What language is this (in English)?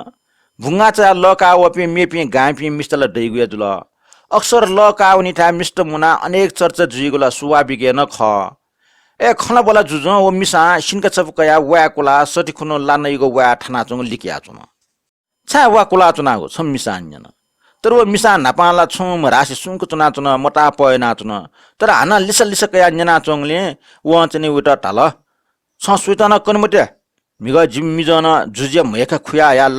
Newari